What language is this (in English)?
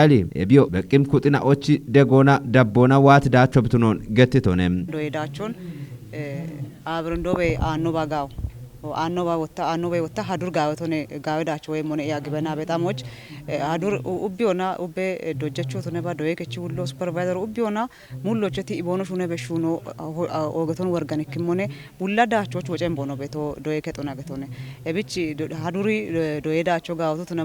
Kafa